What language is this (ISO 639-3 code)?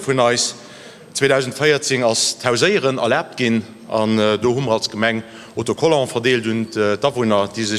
ltz